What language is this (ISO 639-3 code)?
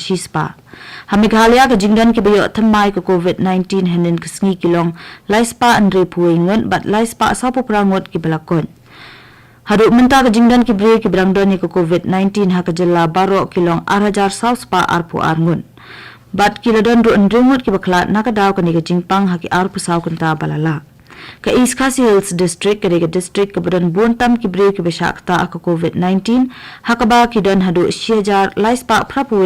kha